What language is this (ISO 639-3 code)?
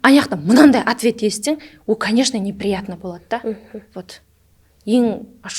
kaa